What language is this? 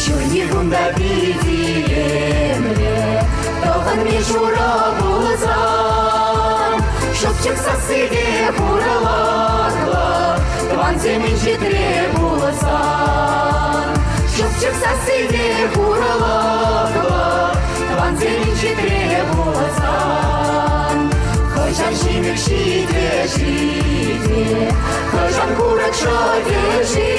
Chuvash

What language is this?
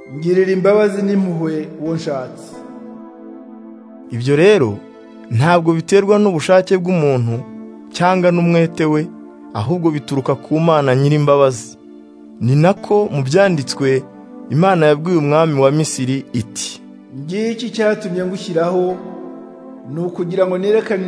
Kinyarwanda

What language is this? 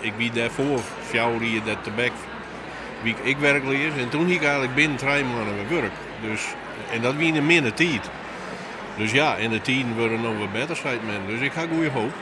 Western Frisian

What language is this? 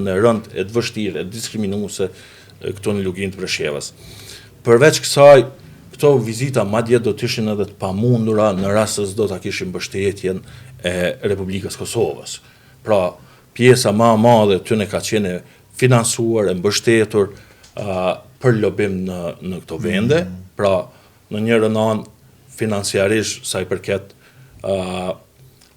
Albanian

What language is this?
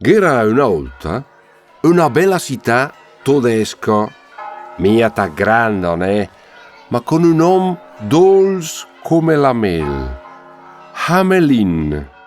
Lombard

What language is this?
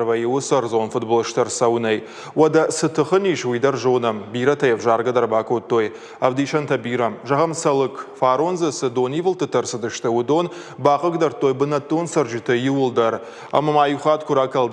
Ossetic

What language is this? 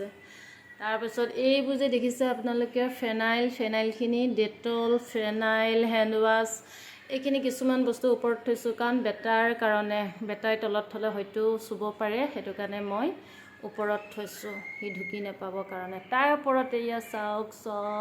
Assamese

